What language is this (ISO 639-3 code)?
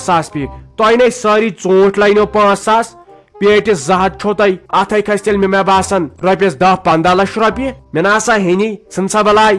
kas